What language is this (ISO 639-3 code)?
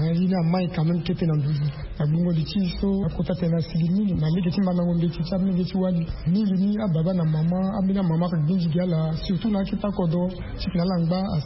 sag